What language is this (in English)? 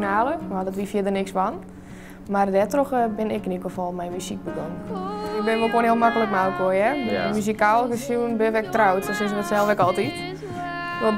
Western Frisian